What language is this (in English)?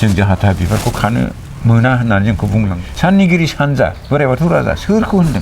Bodo